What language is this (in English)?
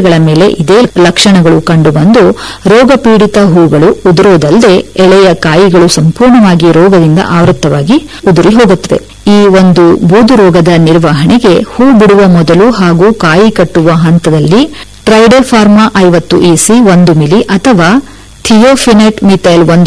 Kannada